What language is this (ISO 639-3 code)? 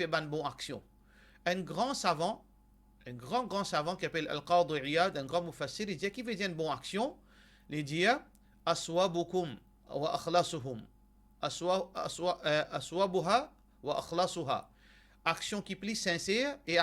mfe